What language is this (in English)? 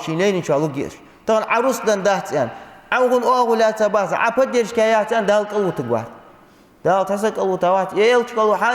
Ingush